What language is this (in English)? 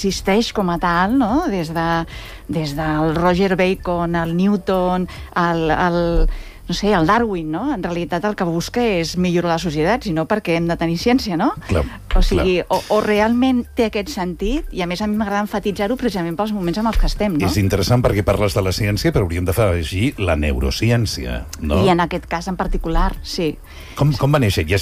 Catalan